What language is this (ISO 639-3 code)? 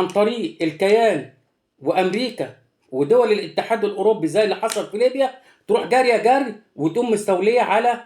arz